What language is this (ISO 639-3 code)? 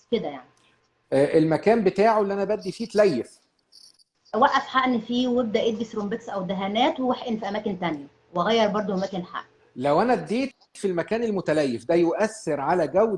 arz